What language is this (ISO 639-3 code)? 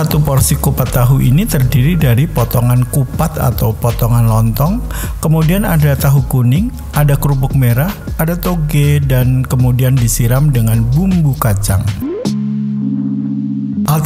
ind